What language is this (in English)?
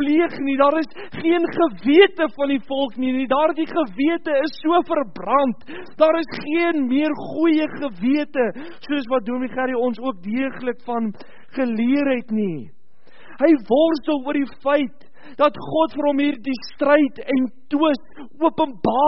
Afrikaans